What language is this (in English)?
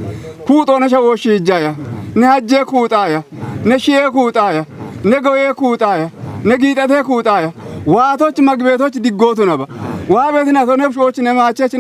Kafa